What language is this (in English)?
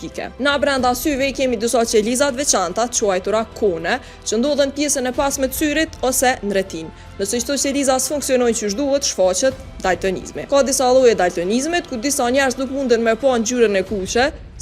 Albanian